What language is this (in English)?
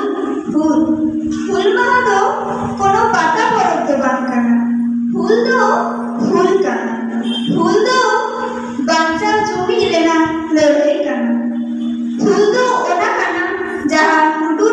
Santali